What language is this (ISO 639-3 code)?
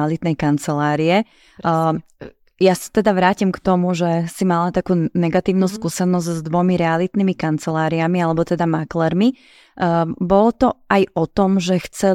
slk